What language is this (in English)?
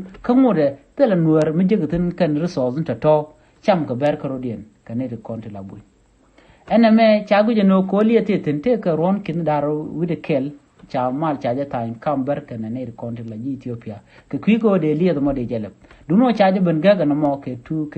Nuer